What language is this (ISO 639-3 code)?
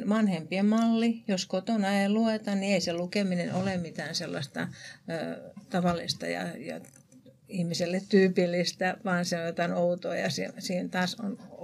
fin